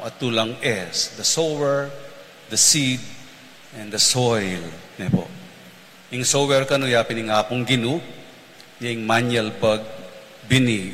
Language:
Pampanga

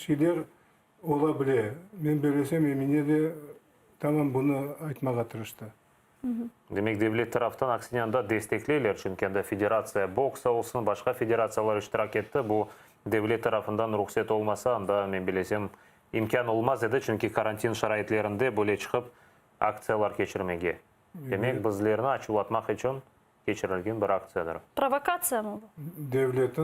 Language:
Crimean Tatar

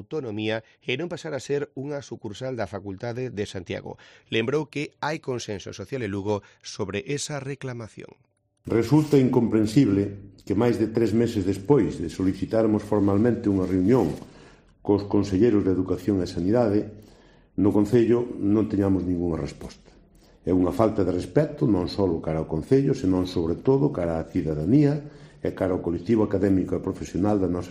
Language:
Galician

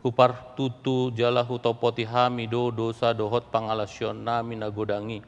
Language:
Batak Toba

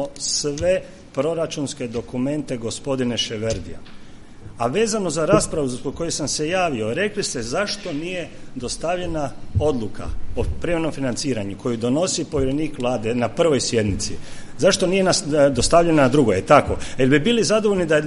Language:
Croatian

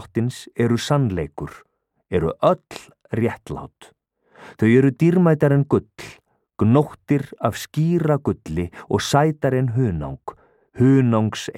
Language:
Icelandic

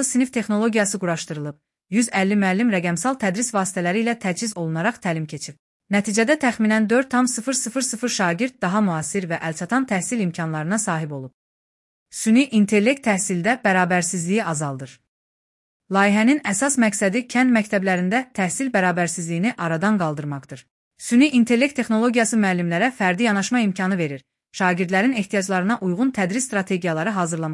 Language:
Azerbaijani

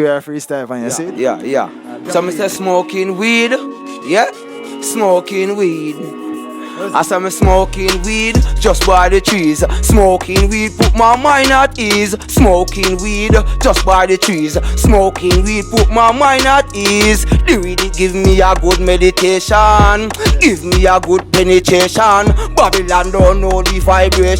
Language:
Jamaican Creole English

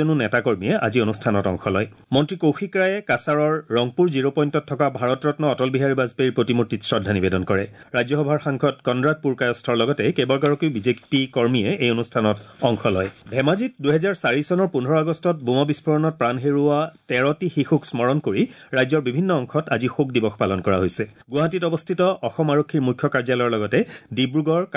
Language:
Assamese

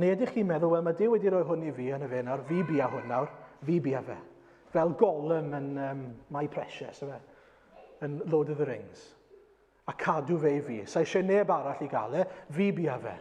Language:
Welsh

